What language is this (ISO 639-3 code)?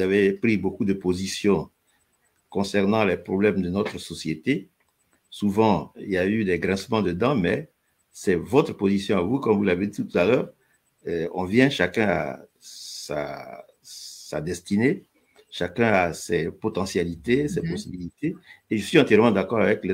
fra